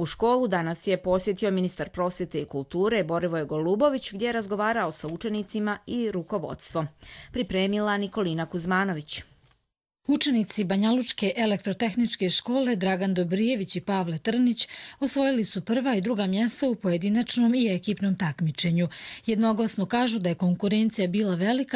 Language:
Croatian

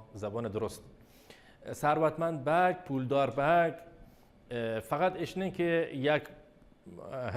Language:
Baluchi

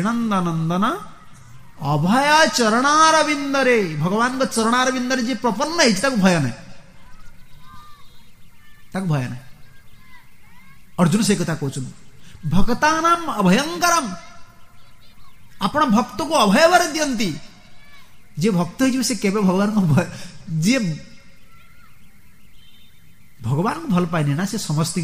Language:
Odia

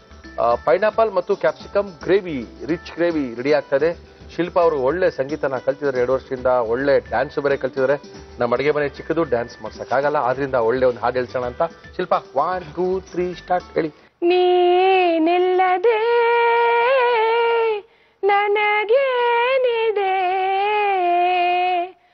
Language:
Kannada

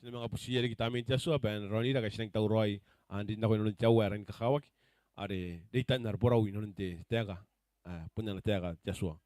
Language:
Gilbertese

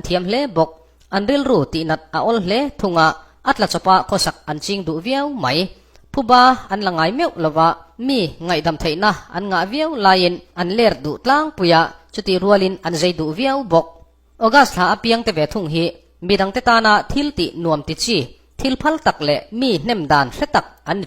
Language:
Mizo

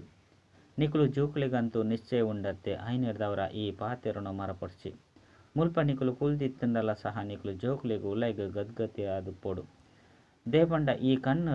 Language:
Tulu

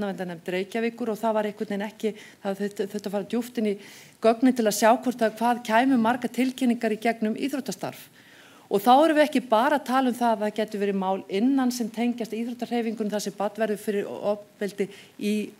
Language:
Icelandic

